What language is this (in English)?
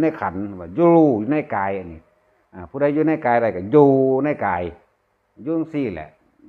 Northeastern Thai